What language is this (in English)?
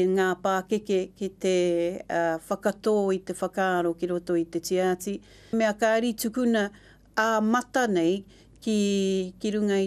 Māori